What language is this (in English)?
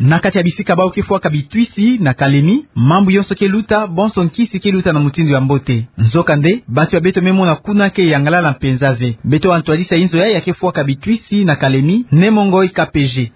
Kituba (Democratic Republic of Congo)